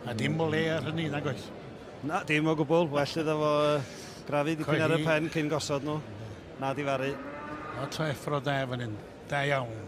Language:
Welsh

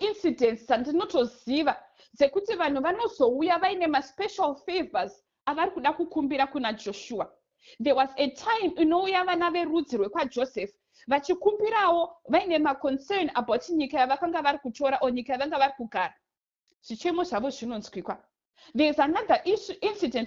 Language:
Shona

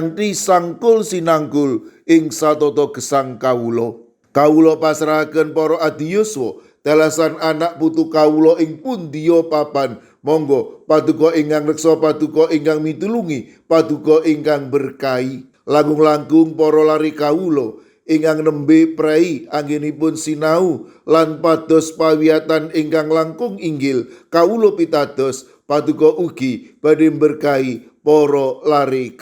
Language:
Javanese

